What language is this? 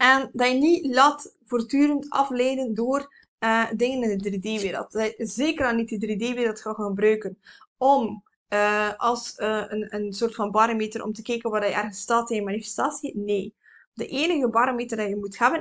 Dutch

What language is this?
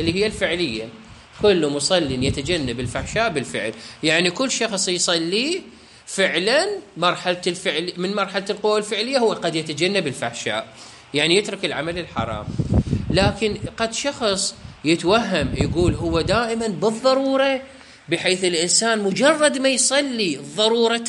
Mesopotamian Arabic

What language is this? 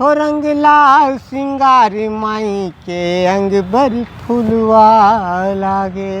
Chhattisgarhi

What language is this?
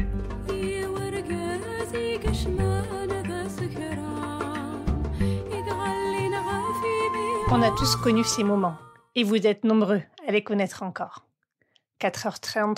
French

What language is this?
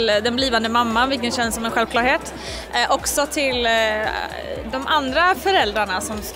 Swedish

